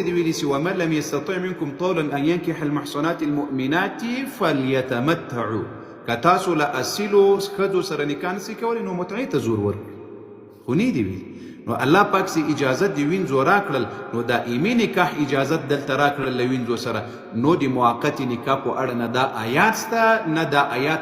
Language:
Pashto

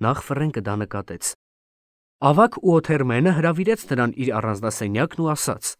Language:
Armenian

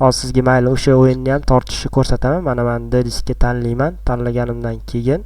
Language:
Uzbek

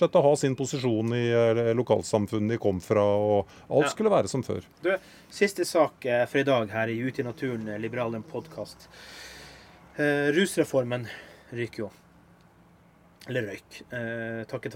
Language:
Norwegian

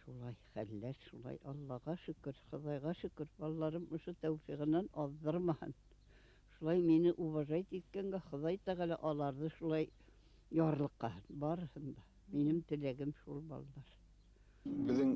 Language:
Bashkir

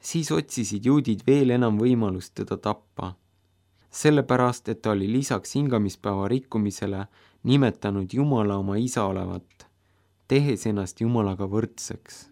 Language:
Estonian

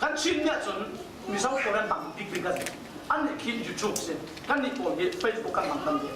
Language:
Falam Chin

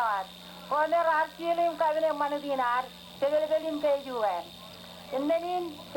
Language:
Marshallese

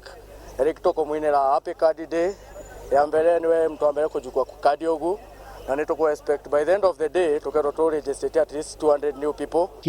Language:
Meru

